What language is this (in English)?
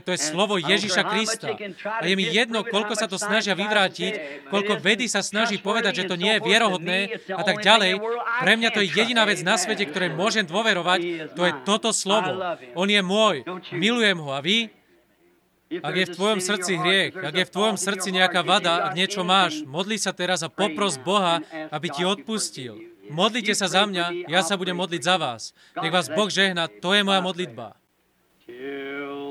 Slovak